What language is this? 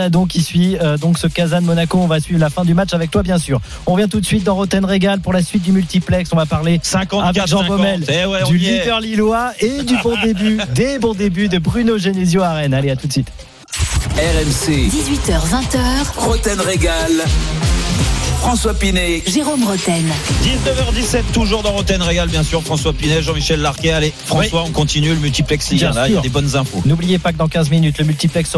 French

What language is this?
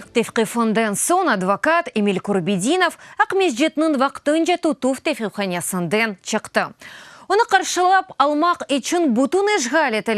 Crimean Tatar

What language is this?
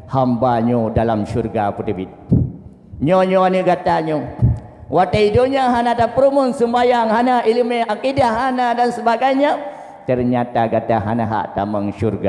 Achinese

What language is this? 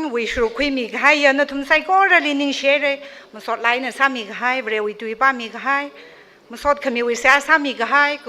Tangkhul Naga (India)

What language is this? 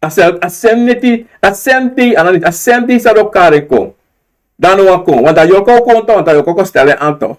Sranan Tongo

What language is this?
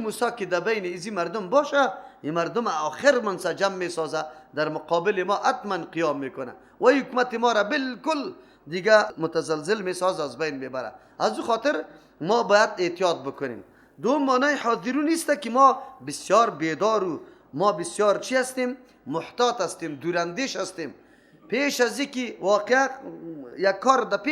Persian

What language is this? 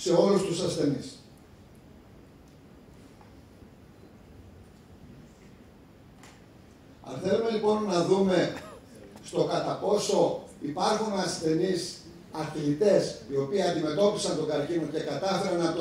Greek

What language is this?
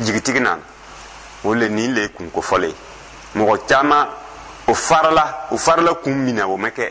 Dyula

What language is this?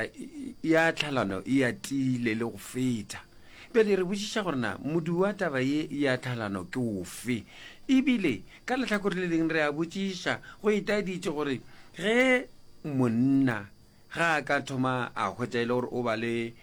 Northern Sotho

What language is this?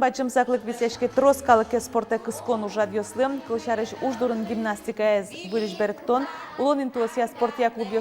Udmurt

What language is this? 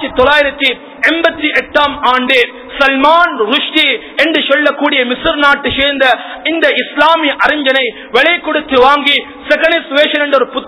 Tamil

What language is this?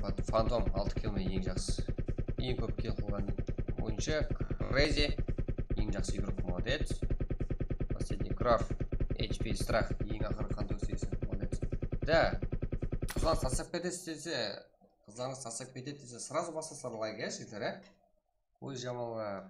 Kara-Kalpak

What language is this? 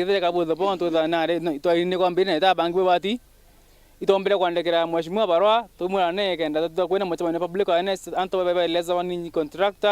Meru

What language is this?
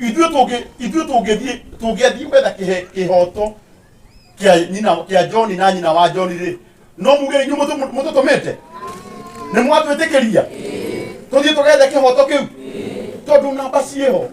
Kikuyu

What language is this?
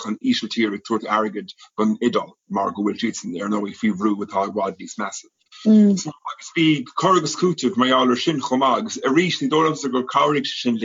Irish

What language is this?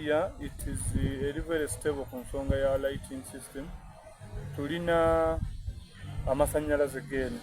Soga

